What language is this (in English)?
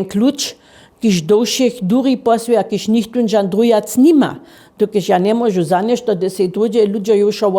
Upper Sorbian